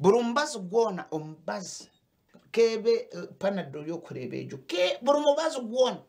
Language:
Nyankole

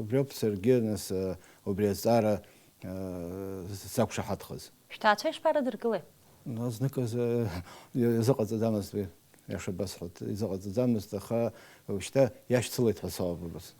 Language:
Abkhazian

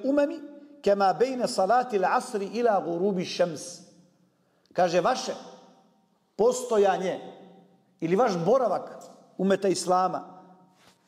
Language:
Bosnian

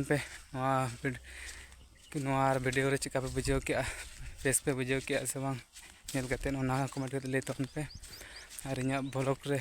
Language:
Santali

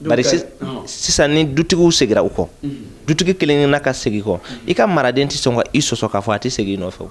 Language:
Bambara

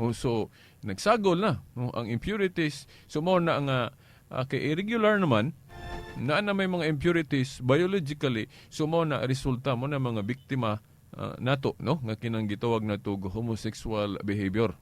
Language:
Cebuano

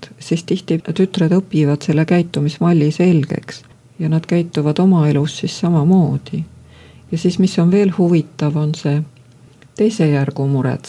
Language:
Estonian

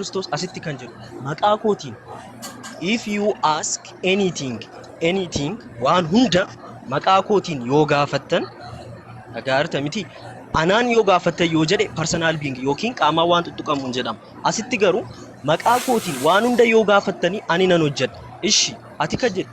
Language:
Oromo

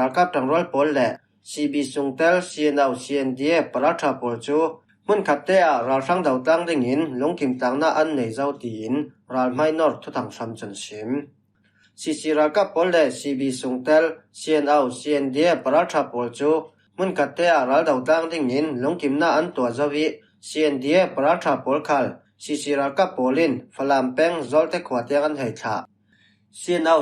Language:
Falam Chin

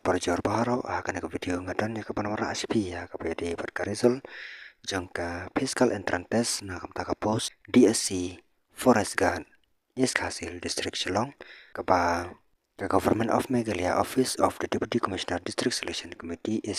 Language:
Khasi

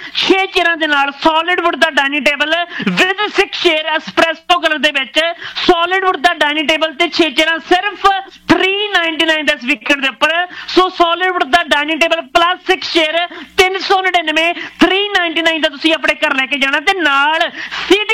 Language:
Punjabi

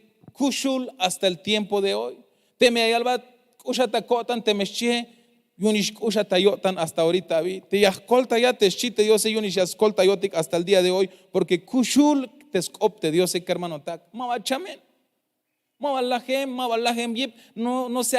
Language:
Tzeltal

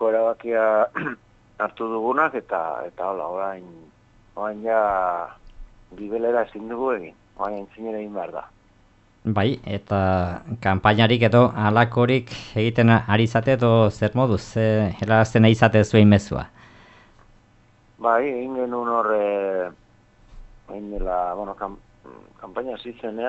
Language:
Basque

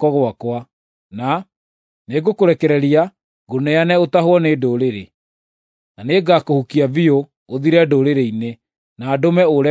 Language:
Kikuyu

